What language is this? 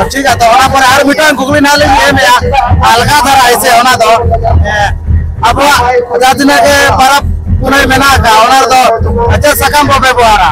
Santali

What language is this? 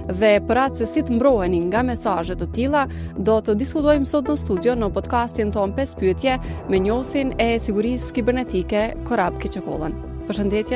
Albanian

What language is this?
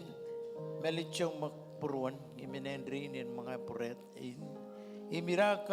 Marshallese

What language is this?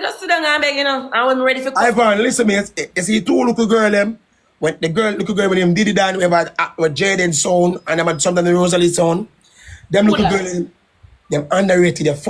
Jamaican Creole English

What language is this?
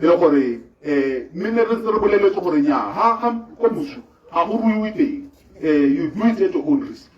Tswana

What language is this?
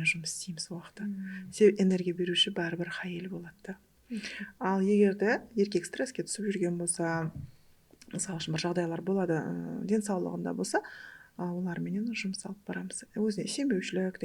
Kara-Kalpak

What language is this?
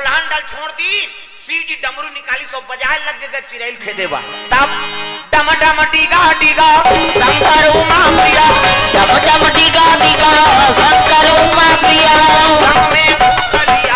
Chhattisgarhi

